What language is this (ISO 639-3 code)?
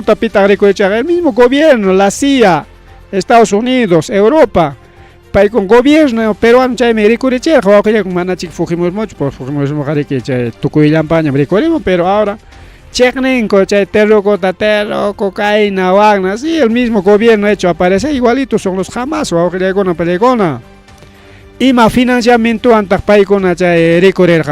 quy